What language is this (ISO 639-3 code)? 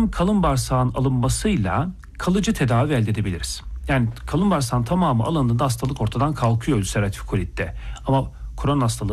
tur